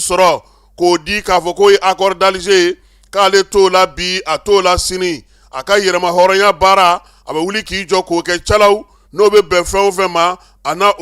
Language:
Bambara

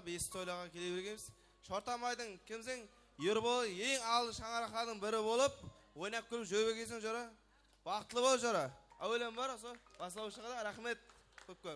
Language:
Kara-Kalpak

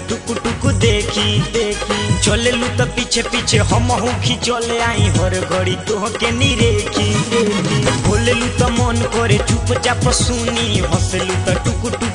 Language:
Bhojpuri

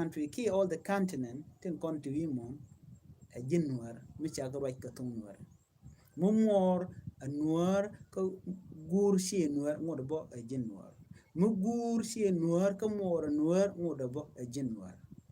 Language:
Nuer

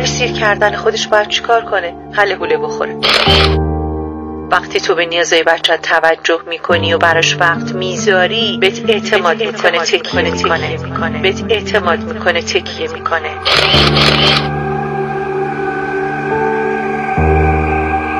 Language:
Persian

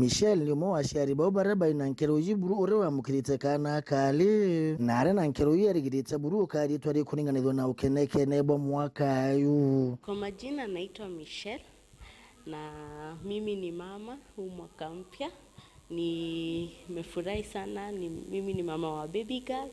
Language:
Meru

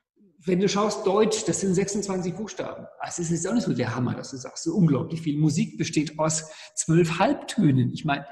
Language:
German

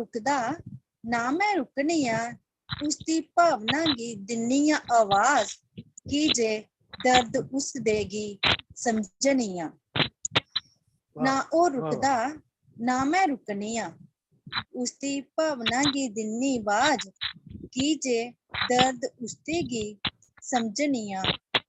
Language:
Dogri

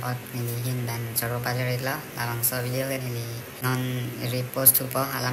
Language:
Karbi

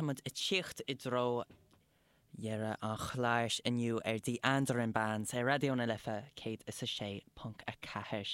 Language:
Irish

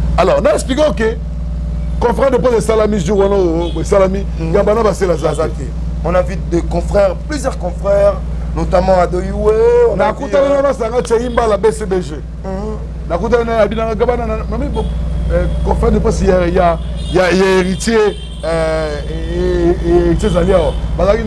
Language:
Lingala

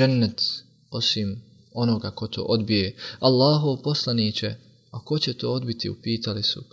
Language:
Bosnian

